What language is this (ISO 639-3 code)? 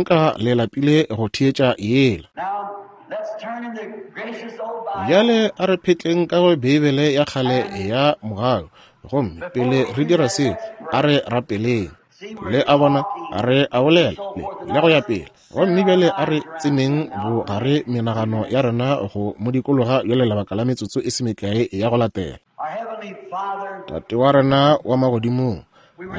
nso